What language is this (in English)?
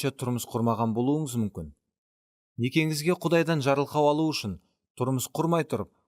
Kara-Kalpak